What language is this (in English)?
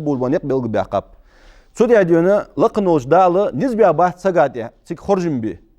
Ingush